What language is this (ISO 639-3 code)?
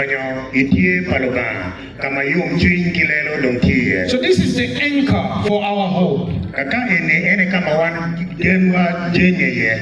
ach